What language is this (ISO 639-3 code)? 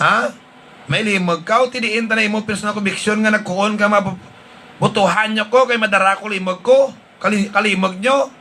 hil